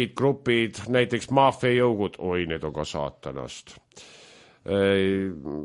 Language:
Estonian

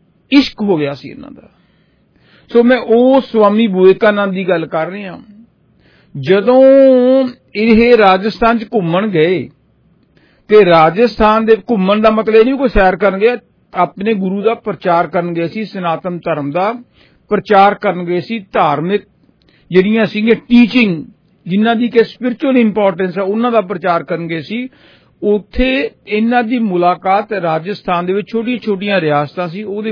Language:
Punjabi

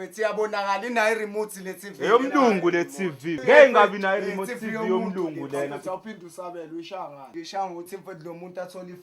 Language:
Zulu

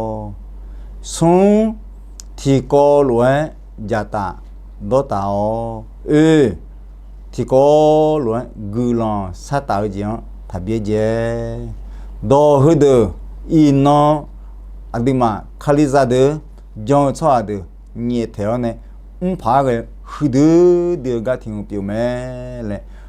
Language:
Akha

